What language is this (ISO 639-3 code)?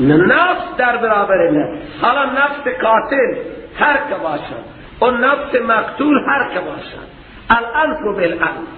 fas